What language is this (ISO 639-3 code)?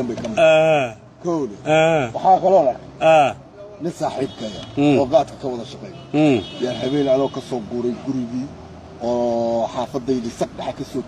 som